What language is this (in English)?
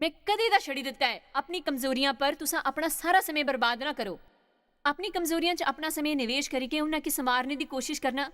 Dogri